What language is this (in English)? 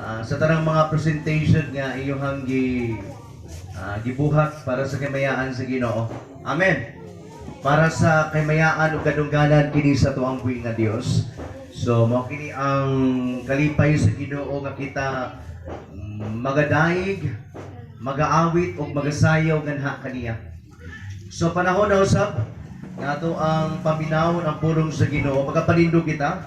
Cebuano